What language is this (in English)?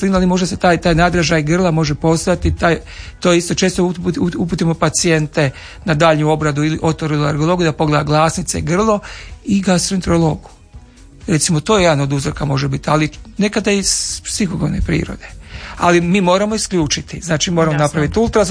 Croatian